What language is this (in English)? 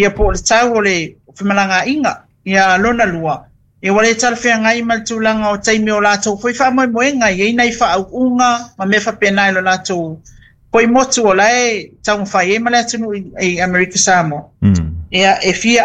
Samoan